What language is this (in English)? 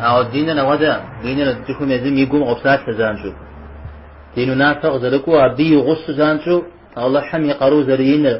Kabardian